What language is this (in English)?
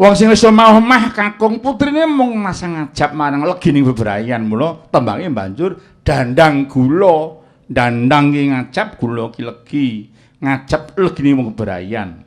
Javanese